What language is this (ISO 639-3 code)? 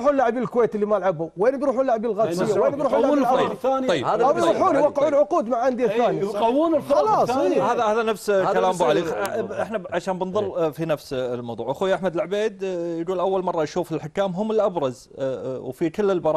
afb